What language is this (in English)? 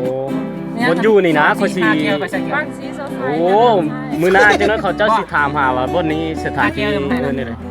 Lao